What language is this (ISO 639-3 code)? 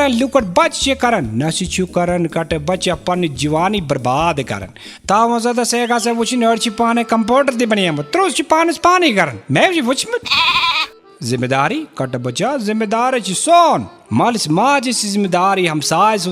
kas